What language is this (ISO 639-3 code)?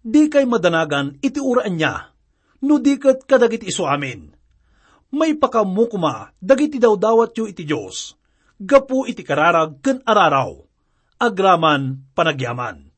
ilo